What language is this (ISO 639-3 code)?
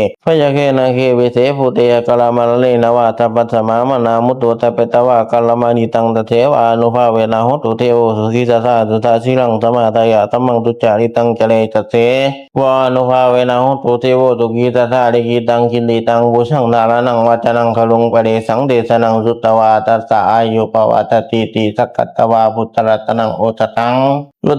pli